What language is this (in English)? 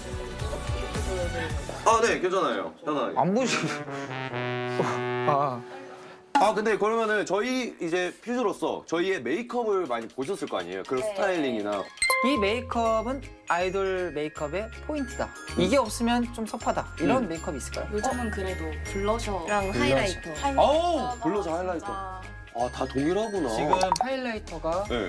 Korean